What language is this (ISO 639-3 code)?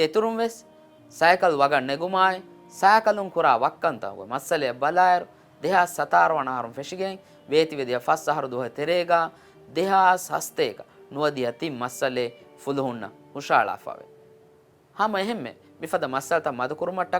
div